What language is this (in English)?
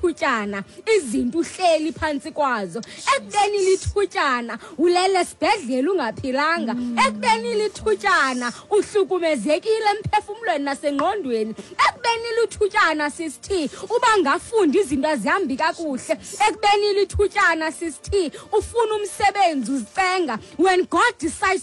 Xhosa